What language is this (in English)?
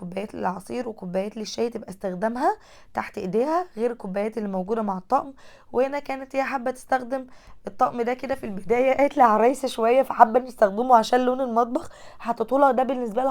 Egyptian Arabic